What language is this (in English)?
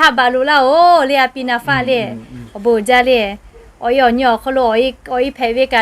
Lahu